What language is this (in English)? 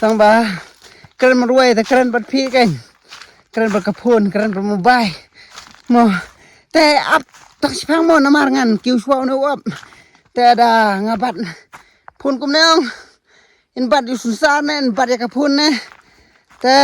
Khasi